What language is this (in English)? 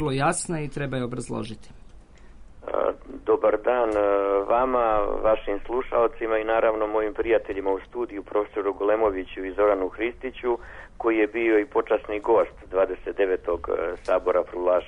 Serbian